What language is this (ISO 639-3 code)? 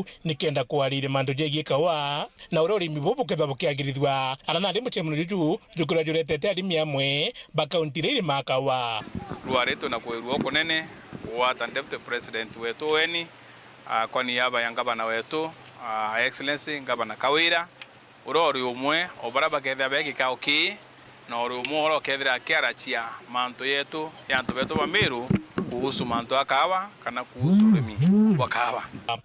mer